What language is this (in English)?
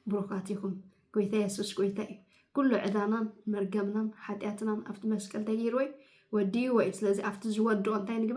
Tigrinya